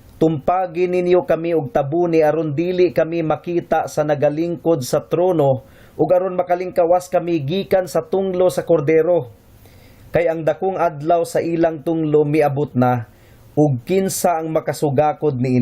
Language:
Cebuano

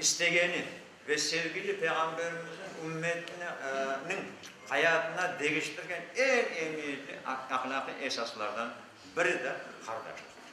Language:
Crimean Tatar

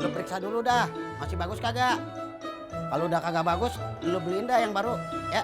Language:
Betawi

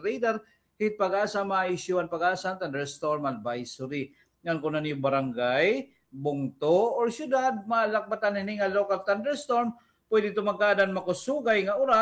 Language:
Waray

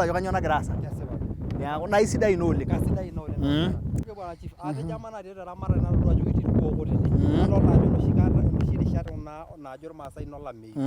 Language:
Masai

